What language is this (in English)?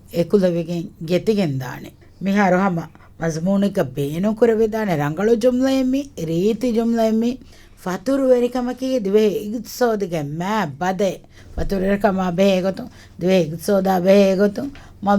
Divehi